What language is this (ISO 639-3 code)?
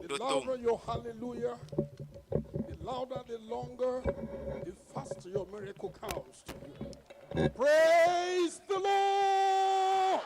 ewe